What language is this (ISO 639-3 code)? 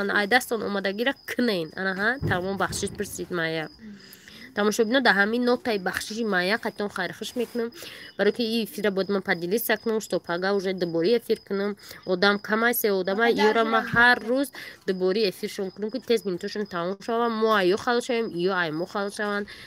tgk